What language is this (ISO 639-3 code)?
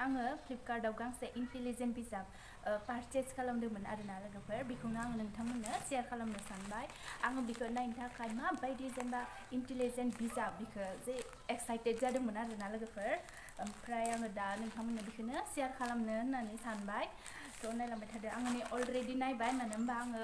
brx